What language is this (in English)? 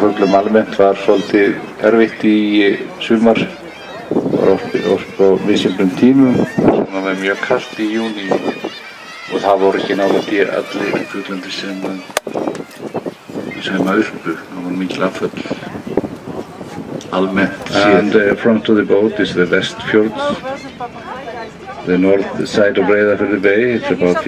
Icelandic